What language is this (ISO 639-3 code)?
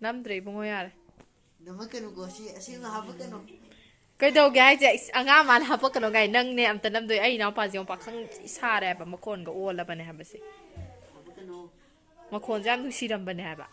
mni